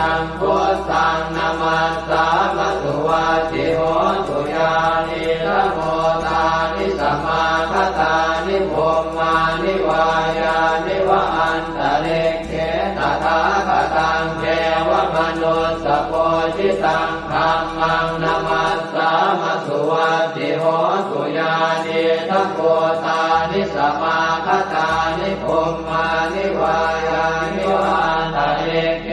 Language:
Pali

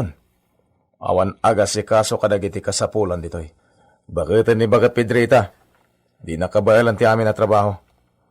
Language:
Iloko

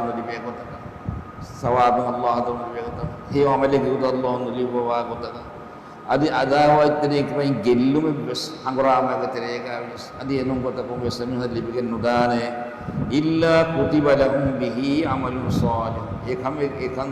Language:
Divehi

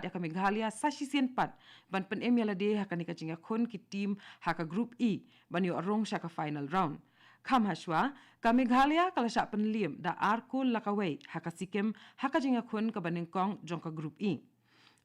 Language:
Khasi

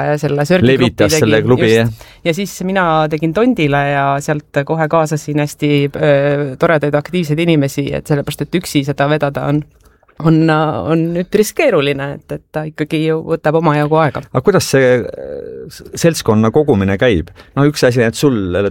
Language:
Estonian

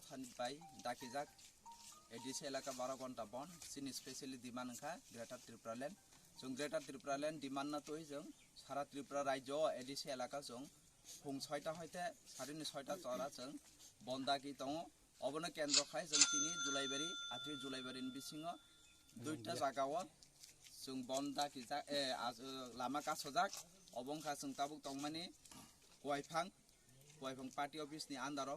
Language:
Kok Borok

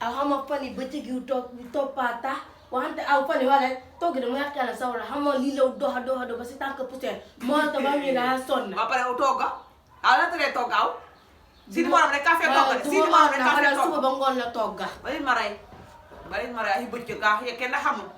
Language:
Wolof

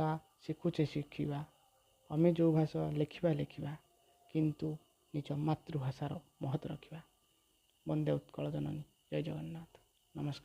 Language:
Odia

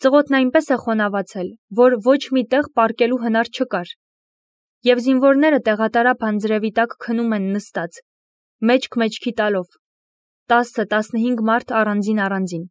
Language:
Armenian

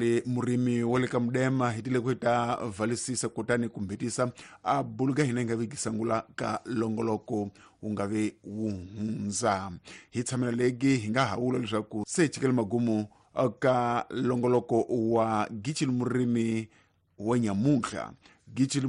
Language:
Tsonga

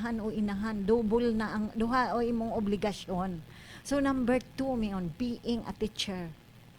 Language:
Cebuano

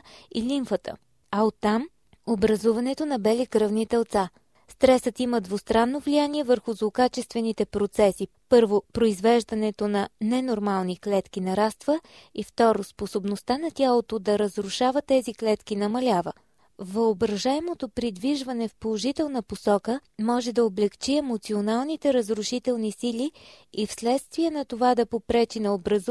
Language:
Bulgarian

